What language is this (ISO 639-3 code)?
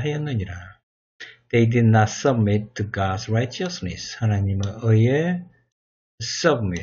kor